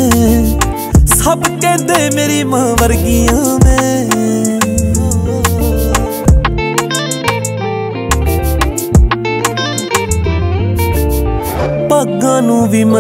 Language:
Punjabi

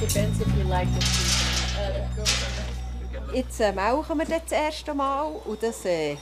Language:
Swiss German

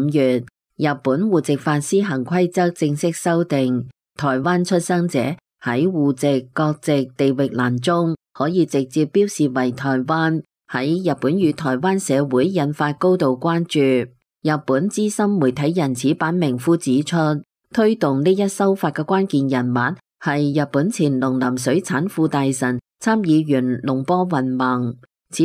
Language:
Cantonese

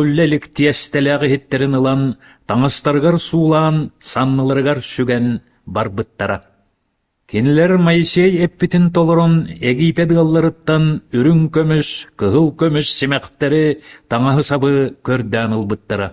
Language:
Yakut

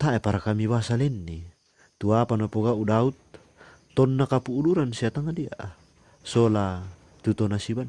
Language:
Toraja-Sa'dan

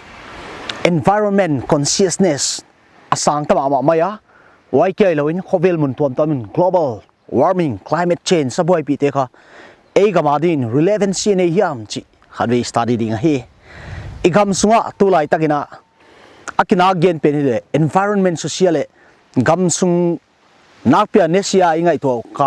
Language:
Paite Chin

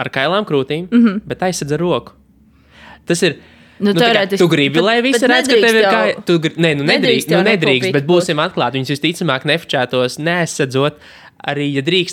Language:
Latvian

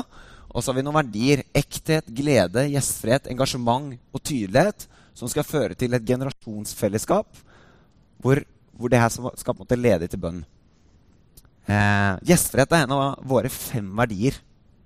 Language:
Norwegian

